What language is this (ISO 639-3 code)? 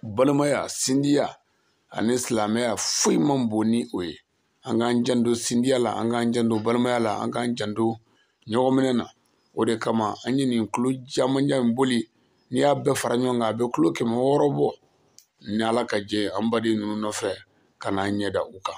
bam